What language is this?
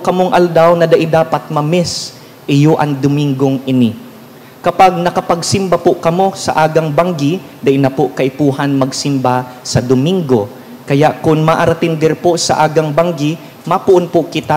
Bikol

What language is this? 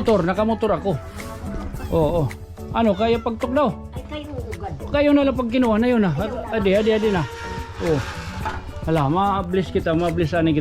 Waray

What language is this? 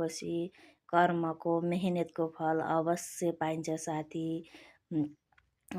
Nepali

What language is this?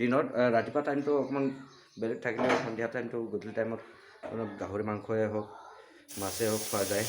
Assamese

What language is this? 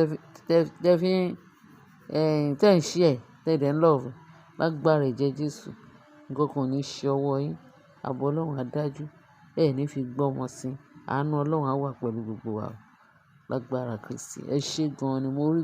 Yoruba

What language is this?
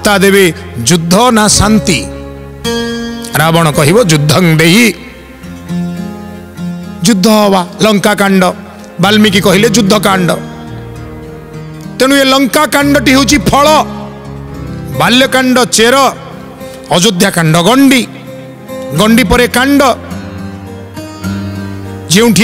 Odia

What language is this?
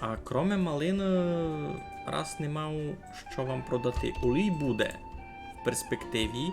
Rusyn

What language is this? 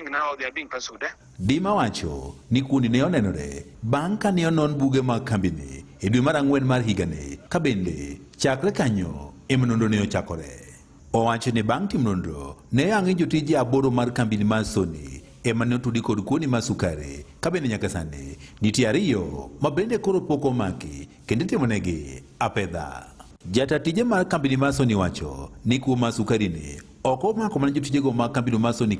Luo (Kenya and Tanzania)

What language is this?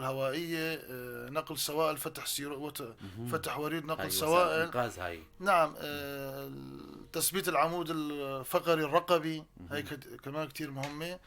North Levantine Arabic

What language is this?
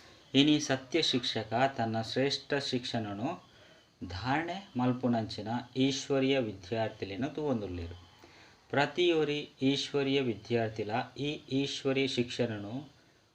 Tulu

